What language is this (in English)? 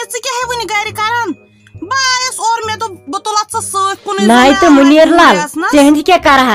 Kashmiri